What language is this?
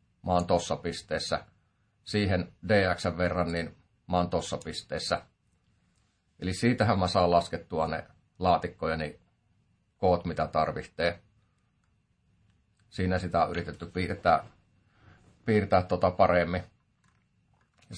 Finnish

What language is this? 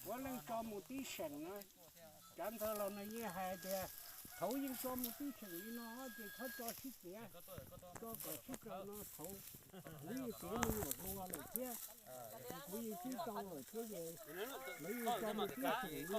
Hmong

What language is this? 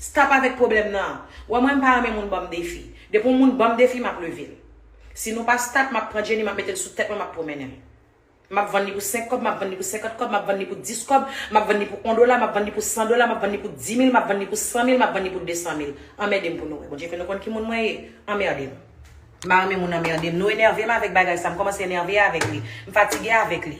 Haitian Creole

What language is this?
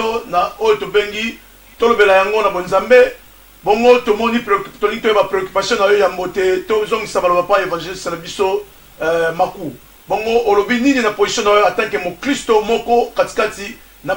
Lingala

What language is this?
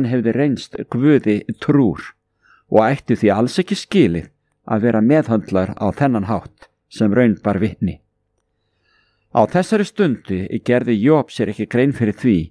Icelandic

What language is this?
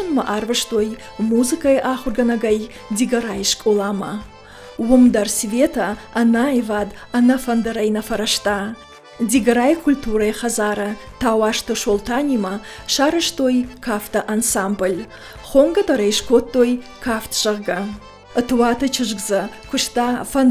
Ossetic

